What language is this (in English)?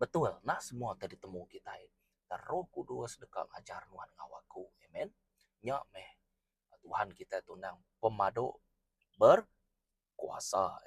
Iban